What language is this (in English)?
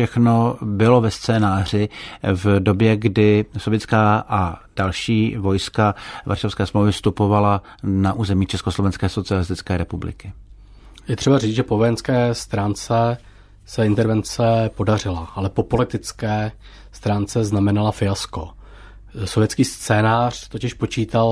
Czech